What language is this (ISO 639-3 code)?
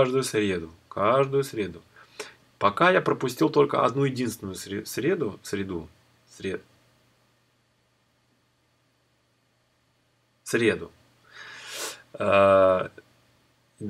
rus